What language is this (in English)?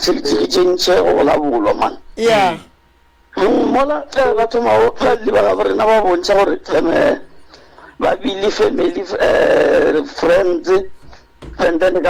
Northern Sotho